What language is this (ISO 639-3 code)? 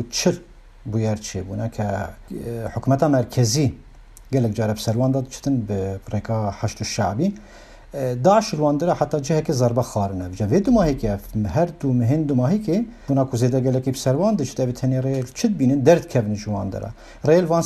kur